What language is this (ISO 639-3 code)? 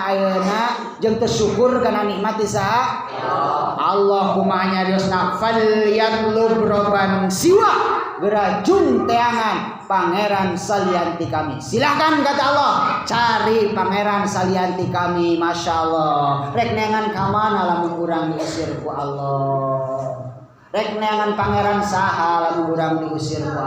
sun